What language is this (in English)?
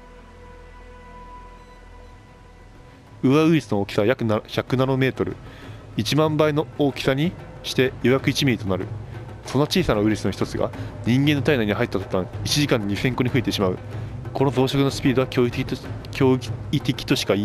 Japanese